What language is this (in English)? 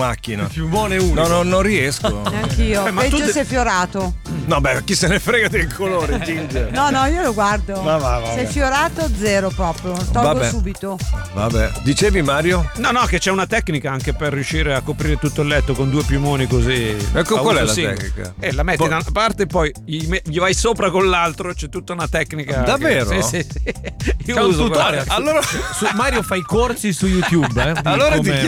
Italian